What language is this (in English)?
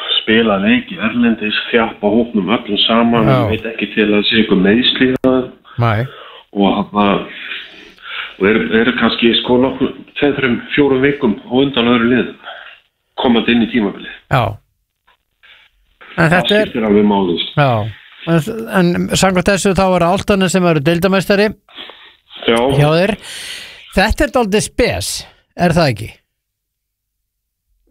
Icelandic